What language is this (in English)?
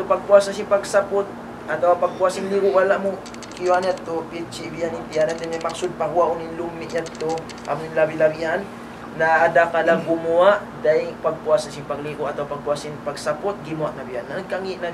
Tausug